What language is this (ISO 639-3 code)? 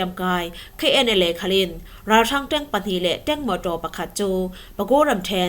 cfm